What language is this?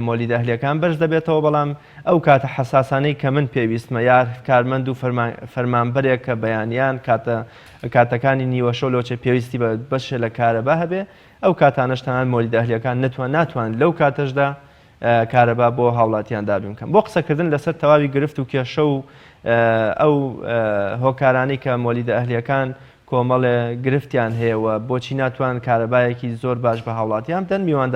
Central Kurdish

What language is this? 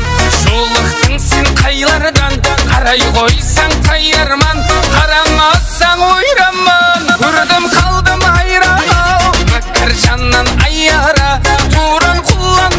Kara-Kalpak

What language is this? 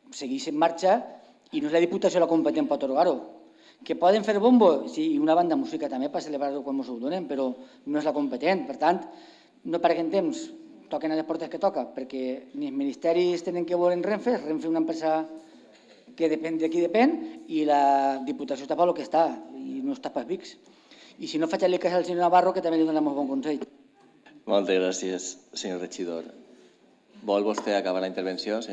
Catalan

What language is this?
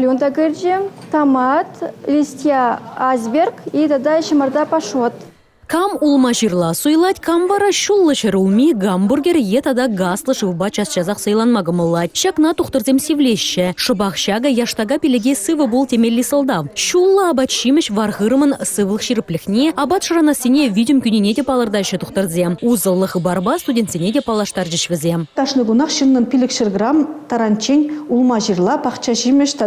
Chuvash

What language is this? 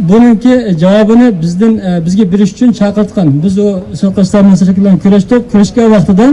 Uyghur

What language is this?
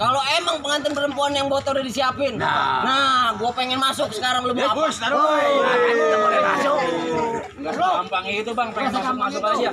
Betawi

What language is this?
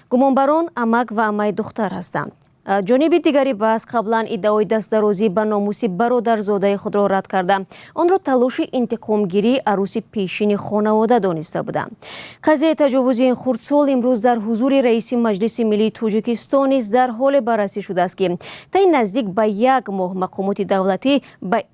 Tajik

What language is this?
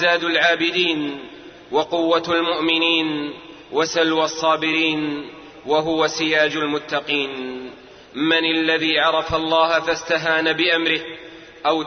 Arabic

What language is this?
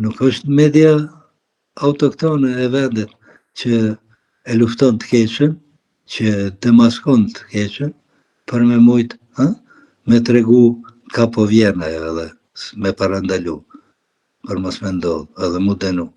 Albanian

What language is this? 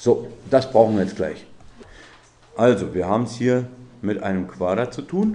German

